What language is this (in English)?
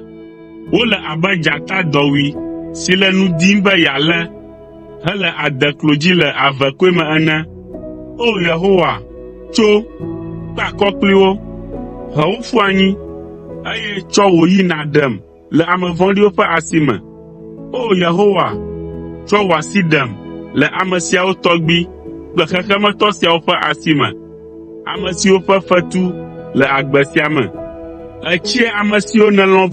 Ewe